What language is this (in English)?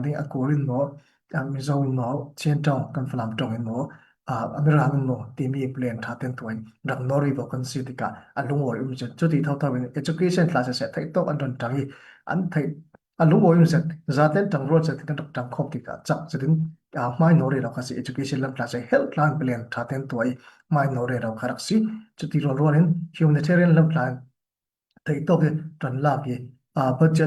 Falam Chin